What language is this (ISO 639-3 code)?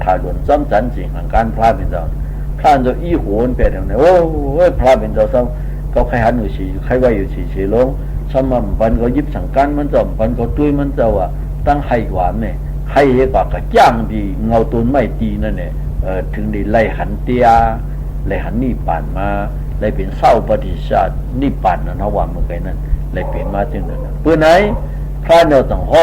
shn